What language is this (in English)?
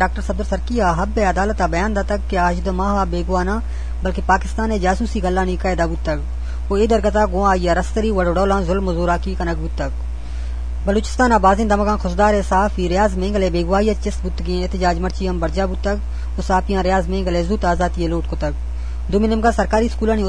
Eastern Balochi